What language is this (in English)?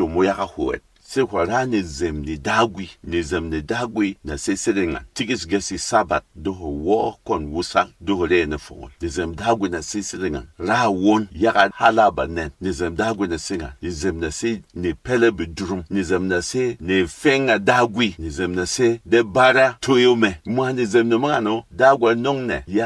Berom